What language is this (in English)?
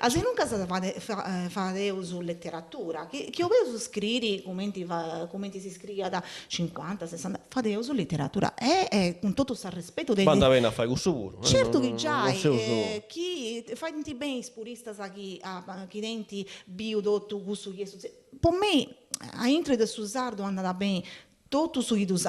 Sardinian